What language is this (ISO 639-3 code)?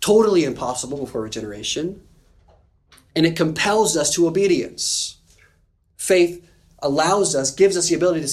eng